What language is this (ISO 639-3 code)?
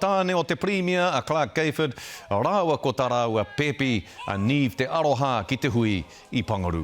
mri